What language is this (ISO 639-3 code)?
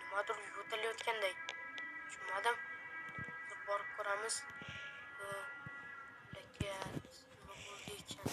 uzb